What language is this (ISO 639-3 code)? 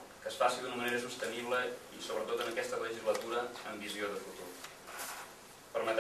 cat